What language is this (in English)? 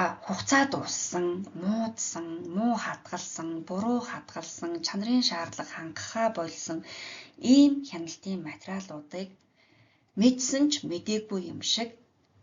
Mongolian